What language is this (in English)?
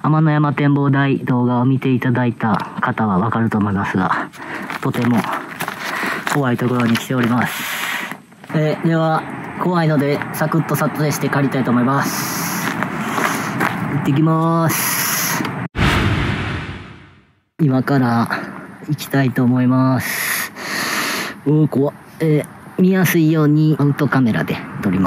Japanese